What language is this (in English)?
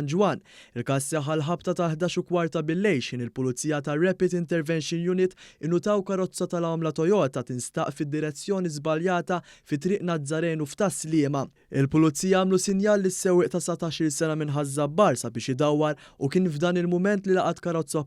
Maltese